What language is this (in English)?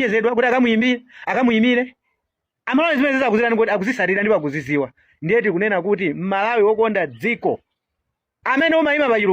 Nyanja